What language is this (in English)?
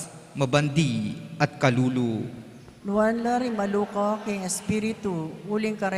Pampanga